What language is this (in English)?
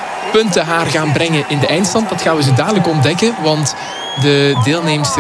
Dutch